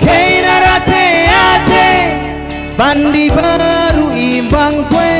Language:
Batak Karo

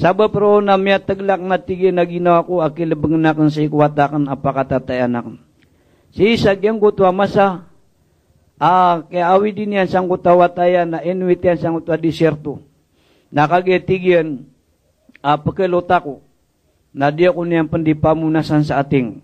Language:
Maranao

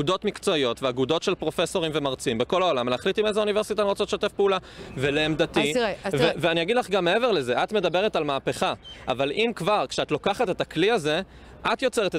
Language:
Hebrew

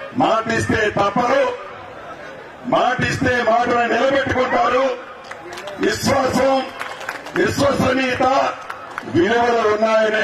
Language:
Telugu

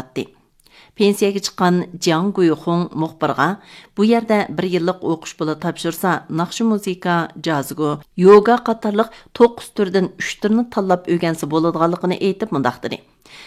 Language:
Uyghur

